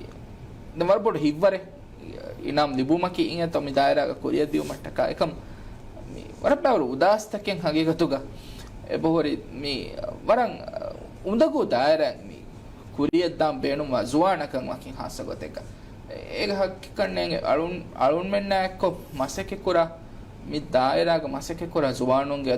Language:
Divehi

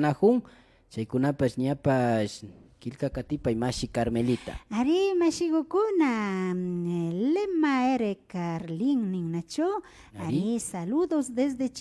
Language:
Imbabura Highland Quichua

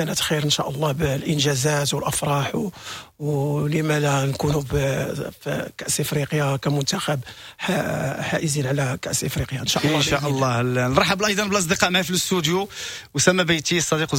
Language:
Moroccan Arabic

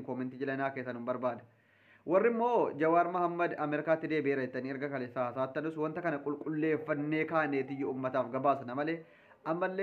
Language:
Oromo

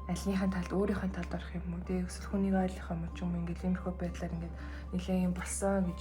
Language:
Mongolian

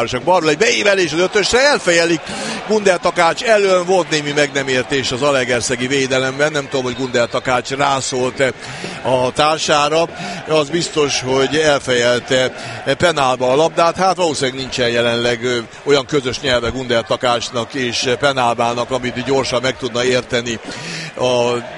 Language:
Hungarian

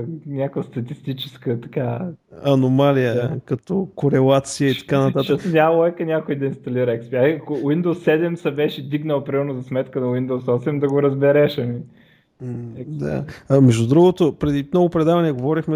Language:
Bulgarian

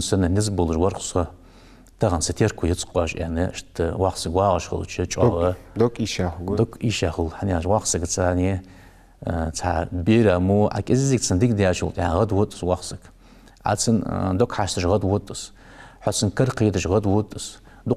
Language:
Ingush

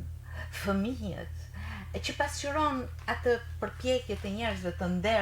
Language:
Albanian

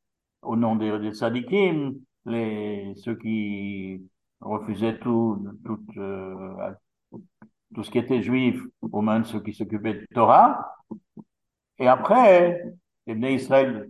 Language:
French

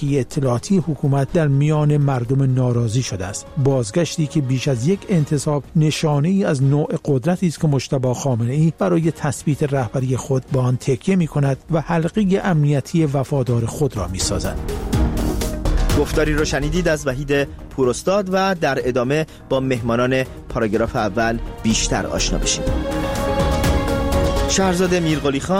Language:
Persian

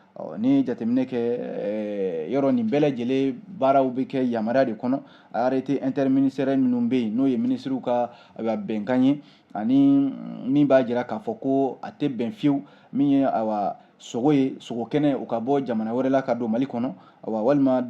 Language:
Bambara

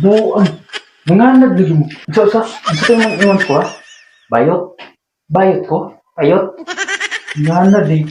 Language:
Cebuano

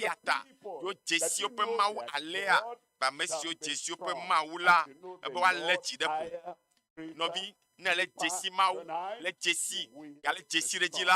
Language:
Ewe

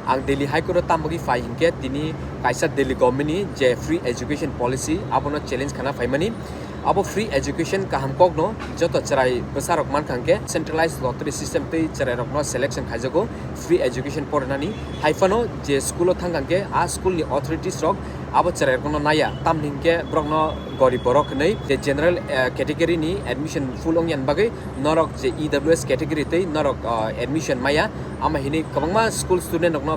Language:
Kok Borok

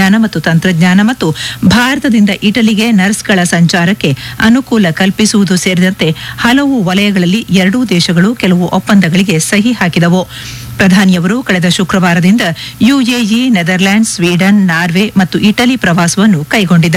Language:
Kannada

